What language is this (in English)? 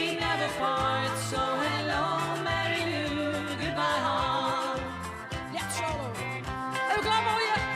Western Frisian